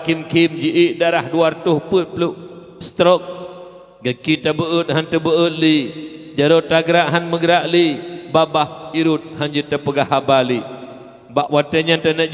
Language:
Achinese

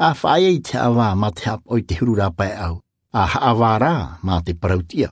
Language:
Tahitian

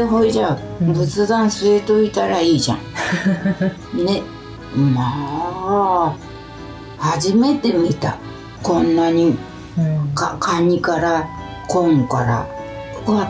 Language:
Japanese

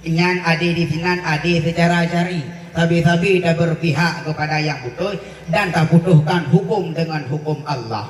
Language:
Achinese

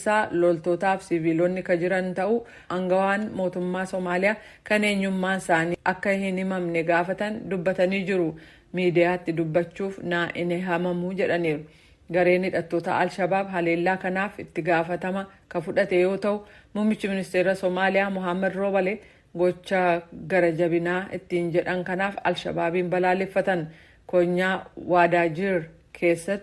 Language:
Oromo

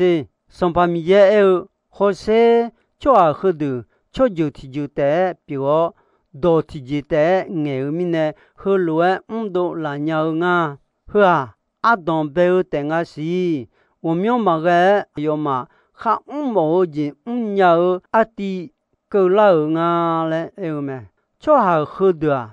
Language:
Akha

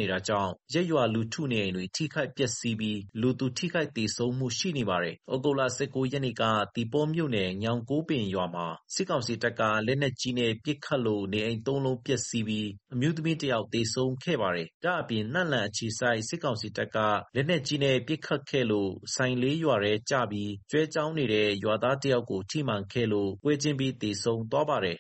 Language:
Burmese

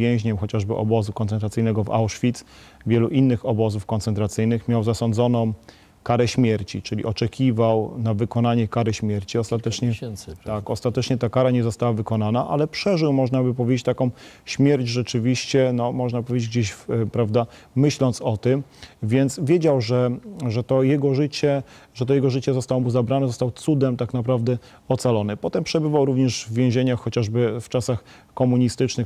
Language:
Polish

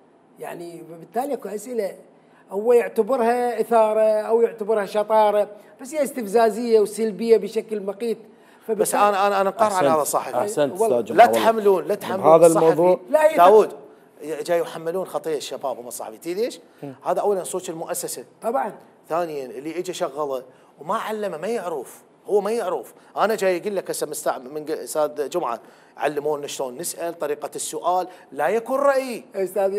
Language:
Mesopotamian Arabic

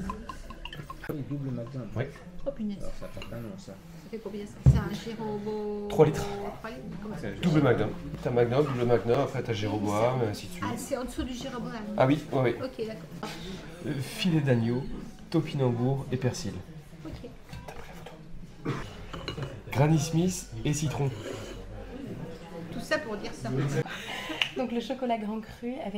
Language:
French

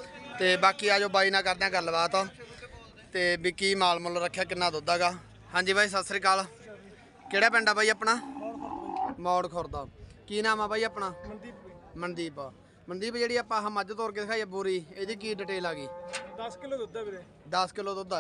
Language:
Punjabi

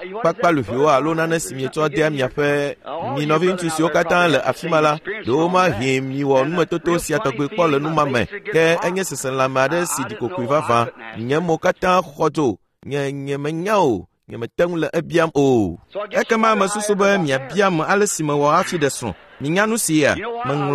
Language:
Ewe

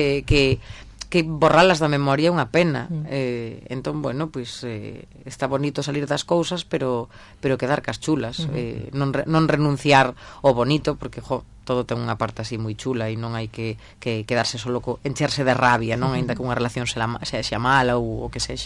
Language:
Galician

